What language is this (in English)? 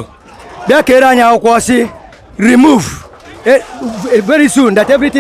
Igbo